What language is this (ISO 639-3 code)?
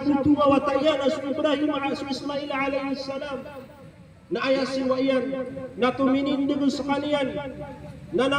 mrw